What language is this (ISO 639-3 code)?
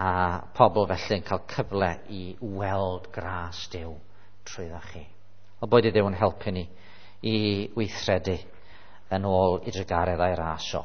cym